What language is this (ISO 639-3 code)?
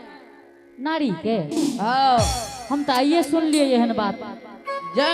anp